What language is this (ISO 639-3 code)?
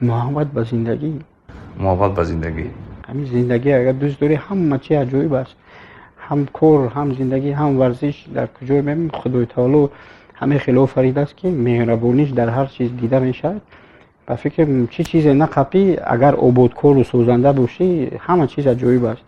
tgk